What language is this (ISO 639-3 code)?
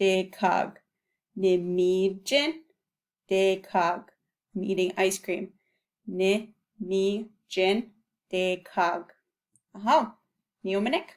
ciw